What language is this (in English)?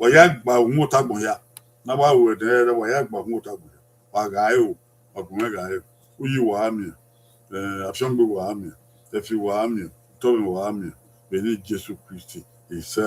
Bini